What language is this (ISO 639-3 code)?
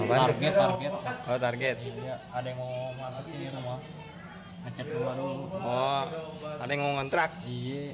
bew